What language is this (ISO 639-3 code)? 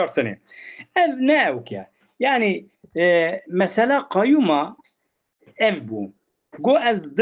kur